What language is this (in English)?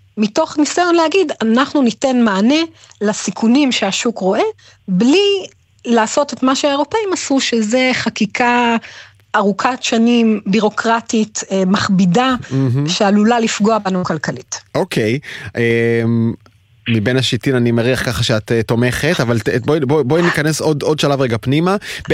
Hebrew